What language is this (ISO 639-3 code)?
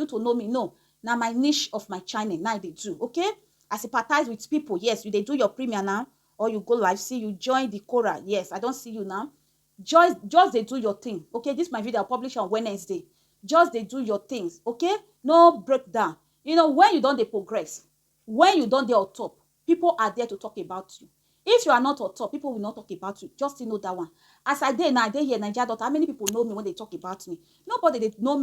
pcm